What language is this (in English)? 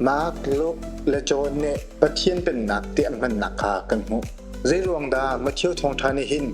Hakha Chin